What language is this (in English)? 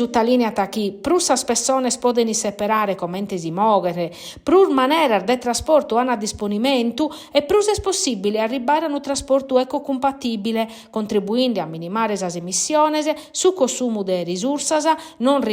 Sardinian